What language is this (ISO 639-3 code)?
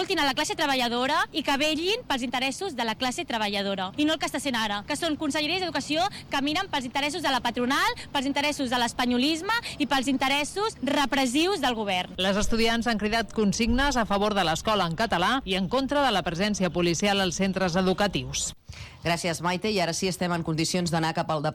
cat